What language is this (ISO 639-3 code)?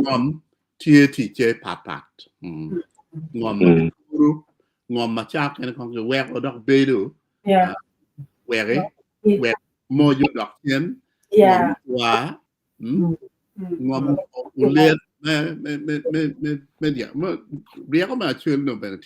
ach